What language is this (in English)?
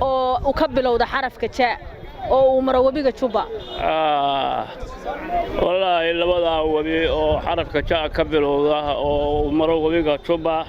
Somali